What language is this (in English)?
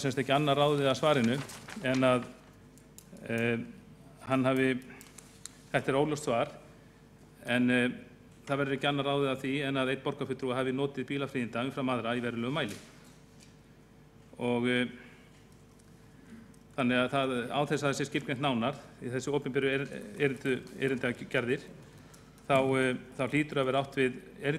Icelandic